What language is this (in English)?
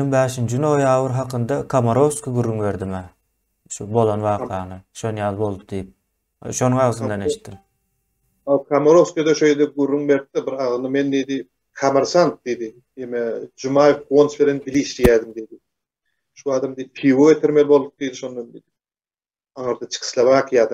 Turkmen